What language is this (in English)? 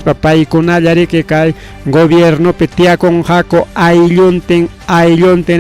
Ayacucho Quechua